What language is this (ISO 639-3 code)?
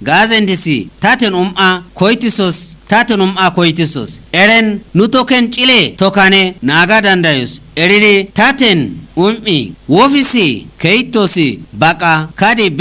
kbr